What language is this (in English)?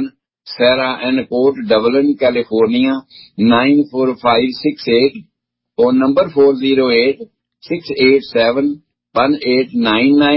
Punjabi